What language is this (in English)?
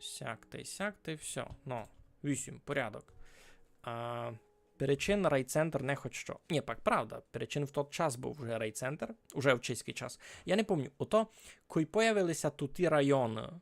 Rusyn